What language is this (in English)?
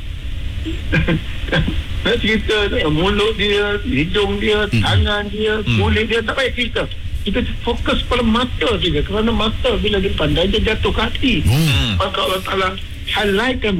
Malay